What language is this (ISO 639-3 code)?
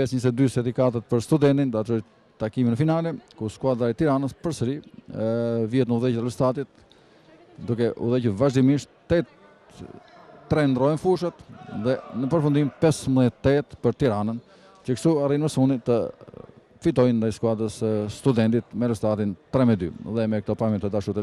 sqi